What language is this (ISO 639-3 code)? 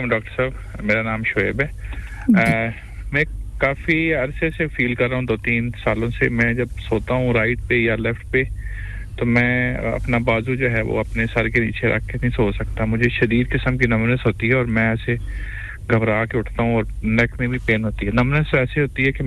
urd